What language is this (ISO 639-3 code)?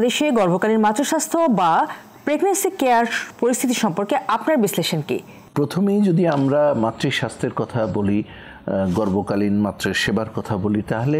ben